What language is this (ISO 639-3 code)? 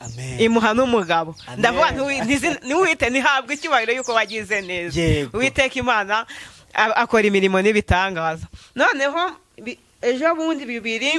kin